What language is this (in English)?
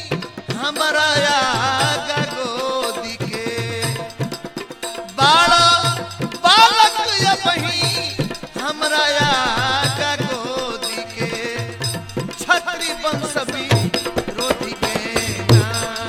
Bhojpuri